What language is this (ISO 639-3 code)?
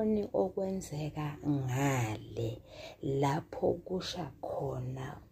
zul